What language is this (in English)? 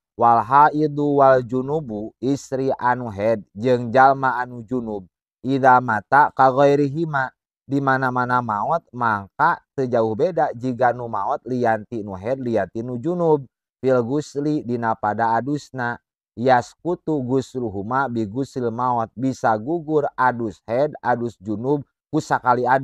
Sundanese